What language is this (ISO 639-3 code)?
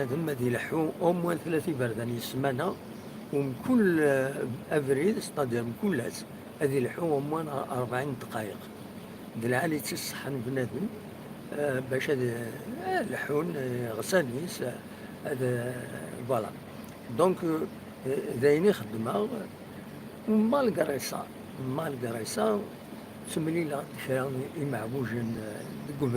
kab